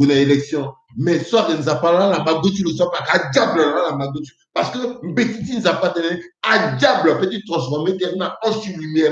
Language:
Sango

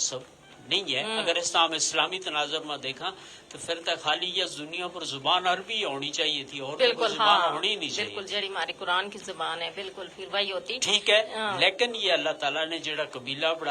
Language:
Gujari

